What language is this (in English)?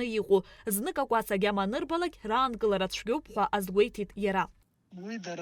Abkhazian